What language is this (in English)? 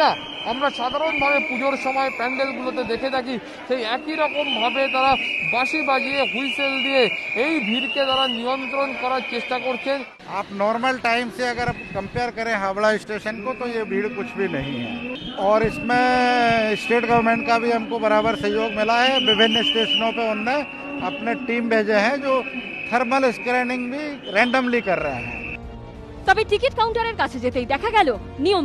Bangla